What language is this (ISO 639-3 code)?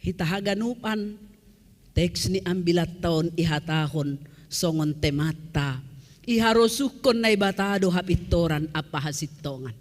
bts